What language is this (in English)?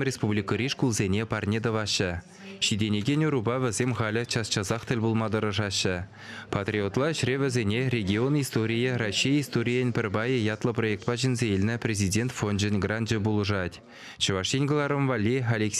Chuvash